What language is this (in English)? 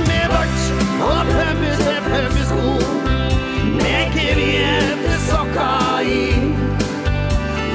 Norwegian